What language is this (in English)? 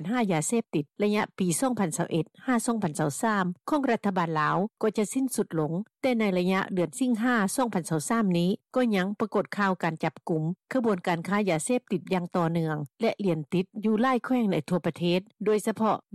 Lao